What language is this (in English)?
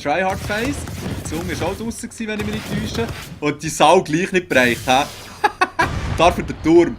Swiss German